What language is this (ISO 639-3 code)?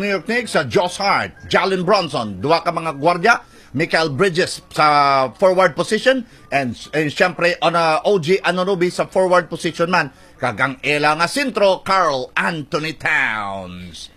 hil